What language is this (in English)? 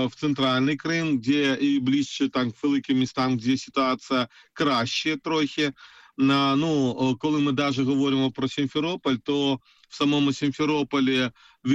Ukrainian